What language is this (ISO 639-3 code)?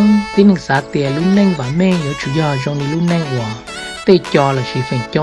hmn